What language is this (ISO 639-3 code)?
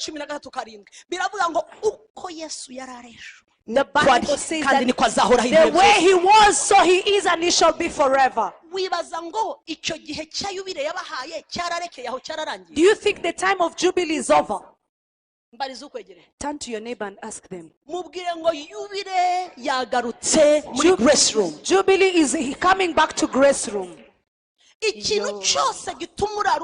kin